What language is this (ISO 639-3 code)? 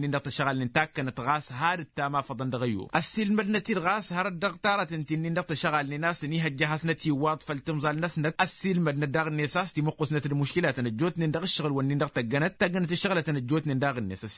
taq